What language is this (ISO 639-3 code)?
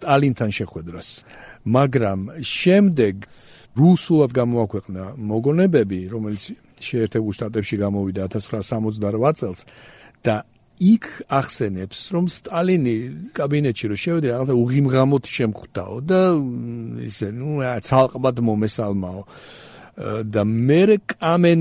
kat